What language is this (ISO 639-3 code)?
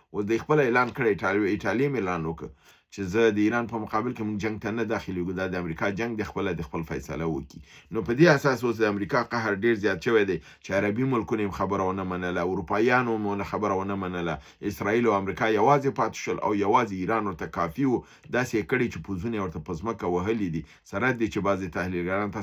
pus